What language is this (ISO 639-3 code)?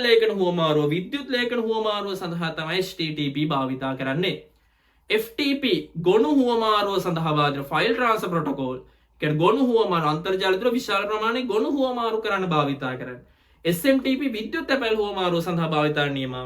sin